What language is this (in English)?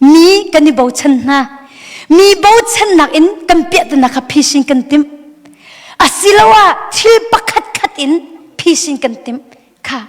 Hakha Chin